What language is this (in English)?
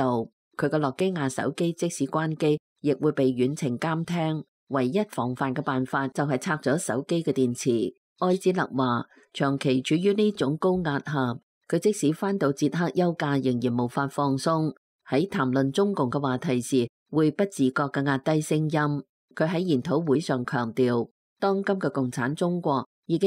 Cantonese